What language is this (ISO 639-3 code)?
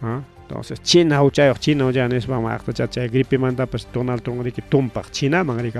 quy